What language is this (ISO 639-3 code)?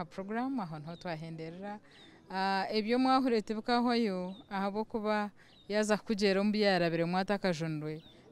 nyn